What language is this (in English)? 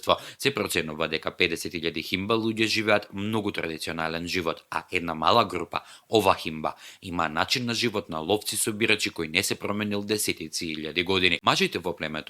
Macedonian